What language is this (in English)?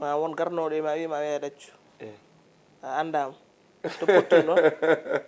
Fula